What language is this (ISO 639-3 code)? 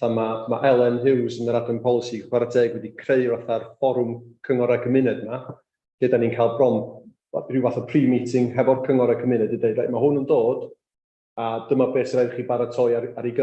cym